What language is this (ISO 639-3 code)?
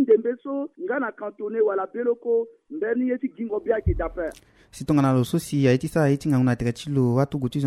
sag